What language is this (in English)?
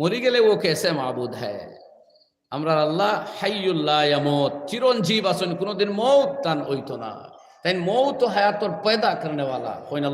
Sylheti